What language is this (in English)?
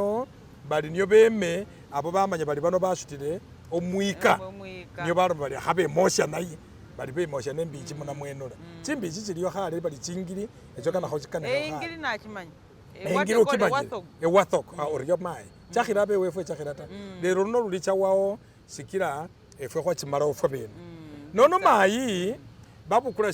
Masaaba